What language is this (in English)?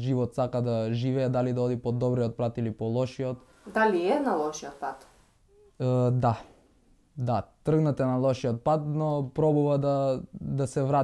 Macedonian